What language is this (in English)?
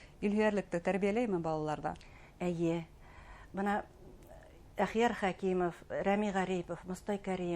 Bashkir